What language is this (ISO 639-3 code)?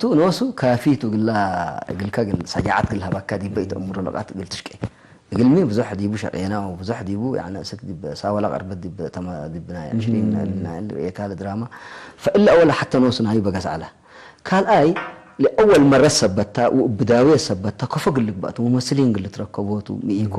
tig